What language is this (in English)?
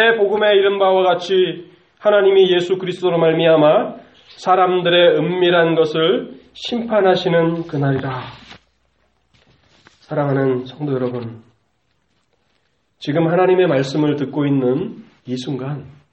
Korean